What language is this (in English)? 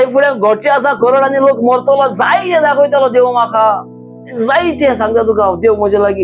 Konkani